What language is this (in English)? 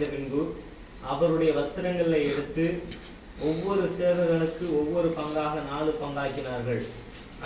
Tamil